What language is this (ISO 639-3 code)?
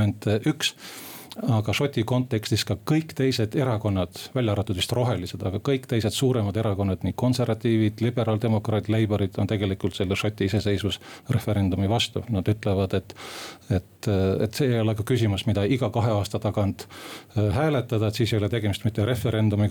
est